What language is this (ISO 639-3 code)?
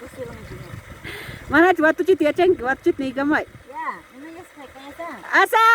quy